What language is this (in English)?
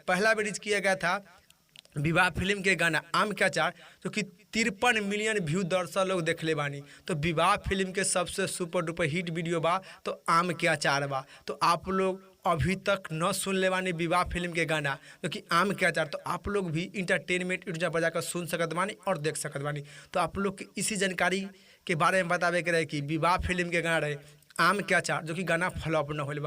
Bhojpuri